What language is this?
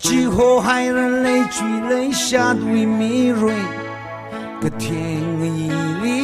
Tangkhul Naga (India)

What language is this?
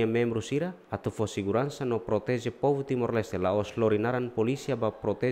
Tetum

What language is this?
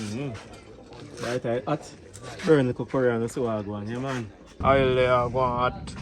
Jamaican Creole English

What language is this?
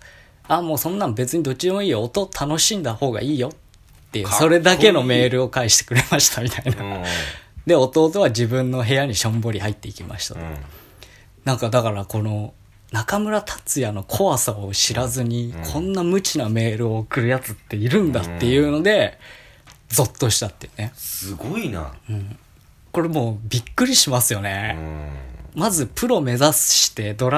Japanese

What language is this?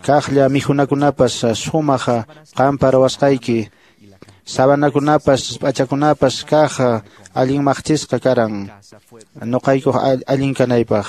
Quechua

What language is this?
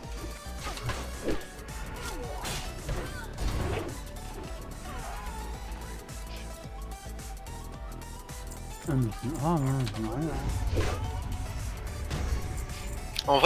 French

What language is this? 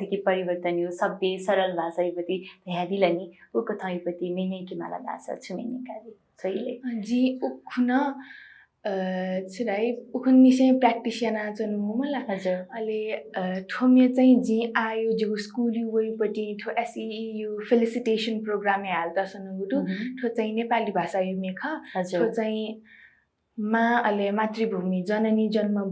Newari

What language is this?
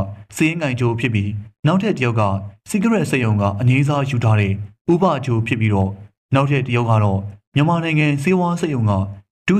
Burmese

